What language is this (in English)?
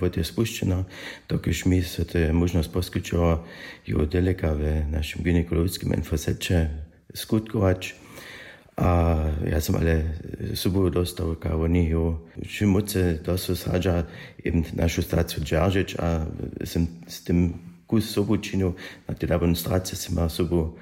Upper Sorbian